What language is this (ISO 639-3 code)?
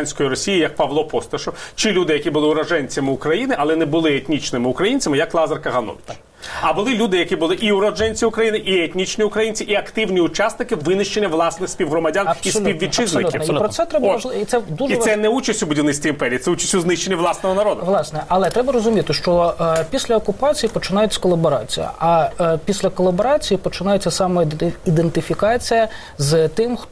ukr